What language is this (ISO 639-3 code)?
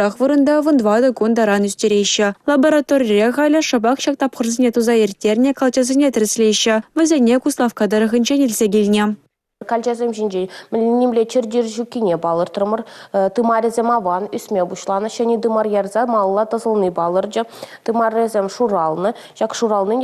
chv